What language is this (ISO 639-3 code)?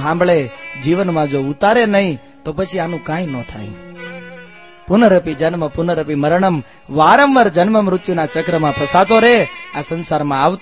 guj